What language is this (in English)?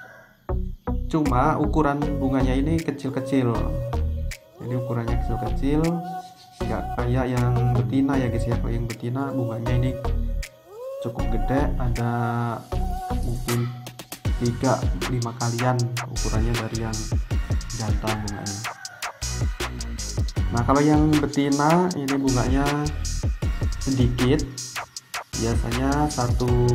Indonesian